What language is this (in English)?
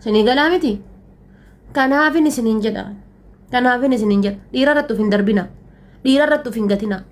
Oromo